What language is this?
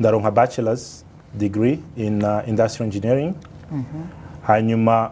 Rundi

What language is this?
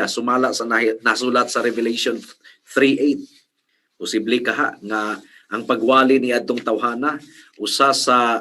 Cebuano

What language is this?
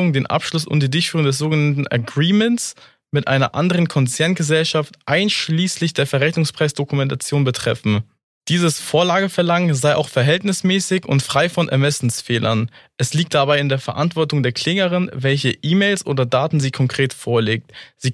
German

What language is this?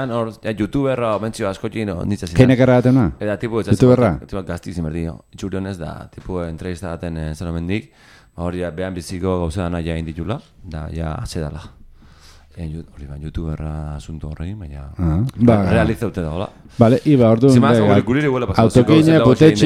Basque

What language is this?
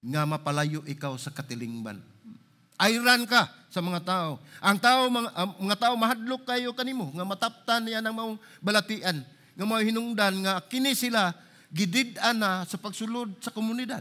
Cebuano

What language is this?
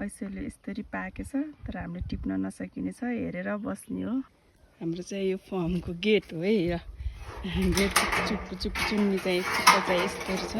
Nepali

